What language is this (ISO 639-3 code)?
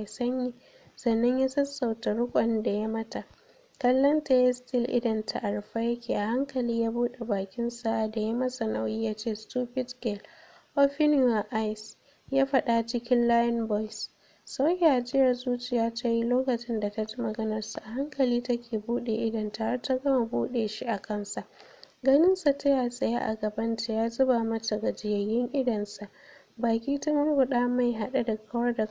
hau